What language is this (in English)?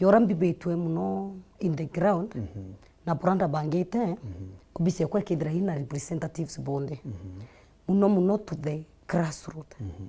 Meru